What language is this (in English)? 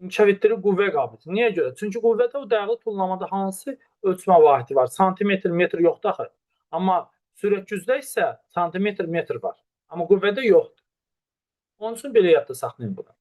Azerbaijani